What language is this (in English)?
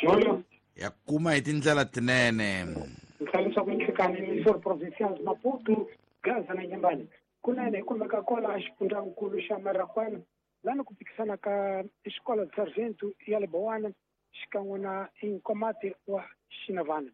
Tsonga